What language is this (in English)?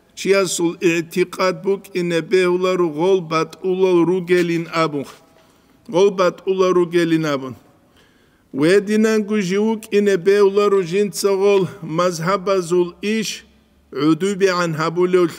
Avaric